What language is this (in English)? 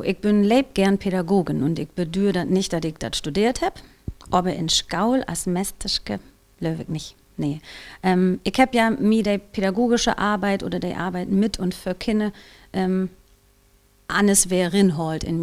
Low German